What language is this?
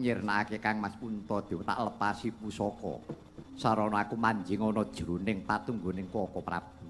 Javanese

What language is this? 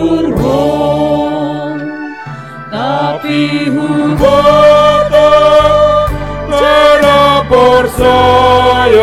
Batak Simalungun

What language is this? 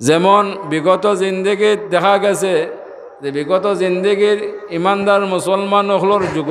Sylheti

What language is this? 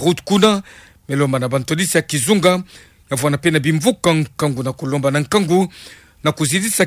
Kituba (Democratic Republic of Congo)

